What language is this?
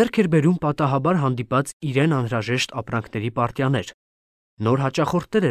Armenian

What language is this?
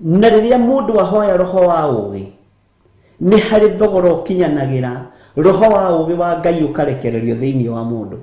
Kikuyu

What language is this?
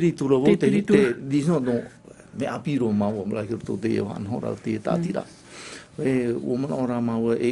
Tahitian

